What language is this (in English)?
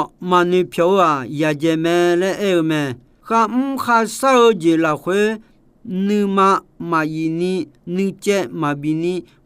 Akha